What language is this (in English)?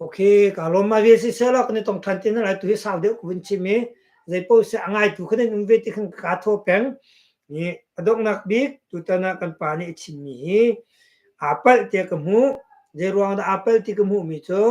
Hakha Chin